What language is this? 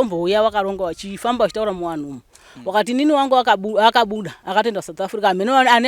Shona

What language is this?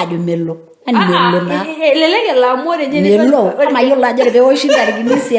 Masai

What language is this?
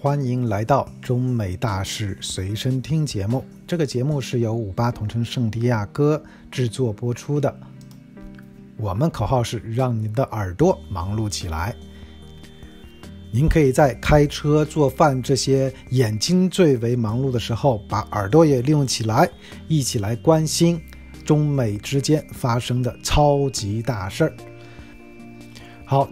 Chinese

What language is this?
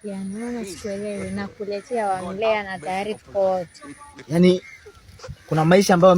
Swahili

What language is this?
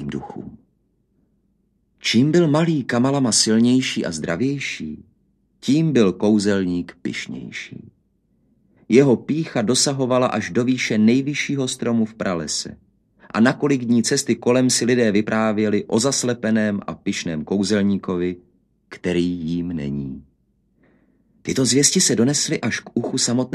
Czech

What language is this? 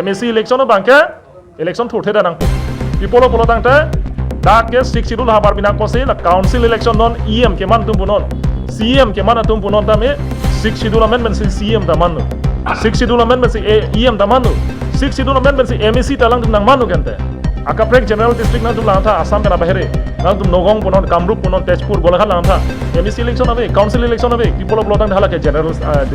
Karbi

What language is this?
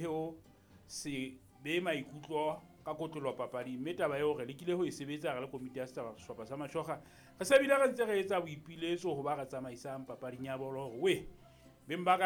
Southern Sotho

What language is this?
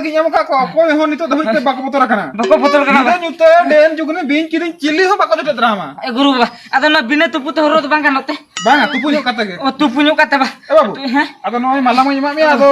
Santali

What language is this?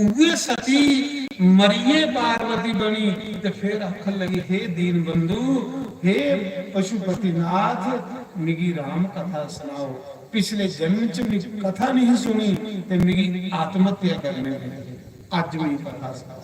Dogri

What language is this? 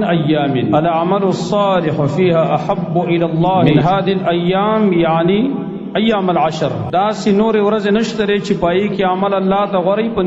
Pashto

